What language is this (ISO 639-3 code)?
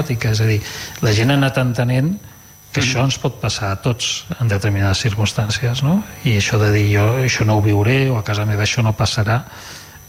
cat